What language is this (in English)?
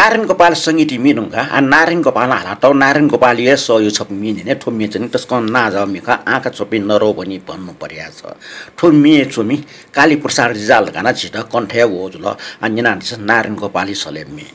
Newari